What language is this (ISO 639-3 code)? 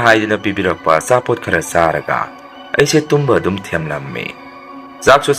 mni